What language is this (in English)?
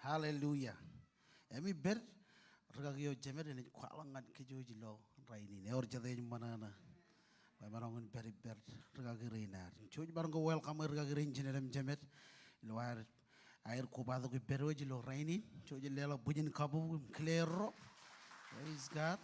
Marshallese